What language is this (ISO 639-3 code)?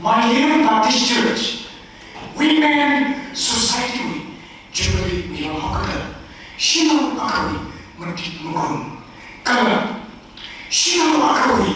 nmf